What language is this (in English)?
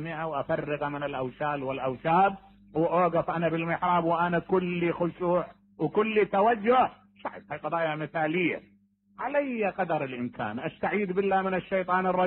Mesopotamian Arabic